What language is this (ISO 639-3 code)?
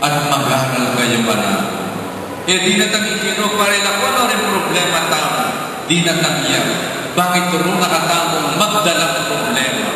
pam